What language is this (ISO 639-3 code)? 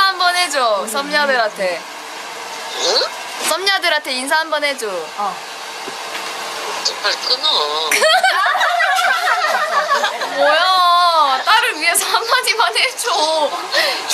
kor